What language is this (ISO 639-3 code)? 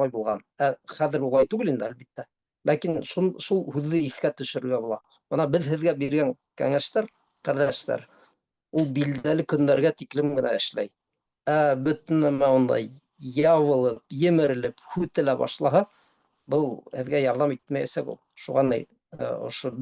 bak